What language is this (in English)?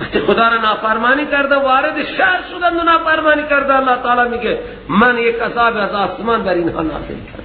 Persian